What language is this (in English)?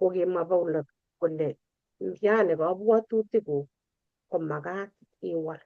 Kalenjin